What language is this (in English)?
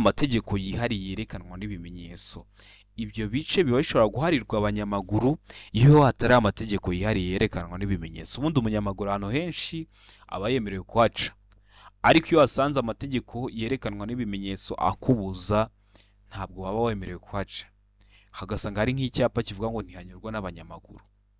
Kinyarwanda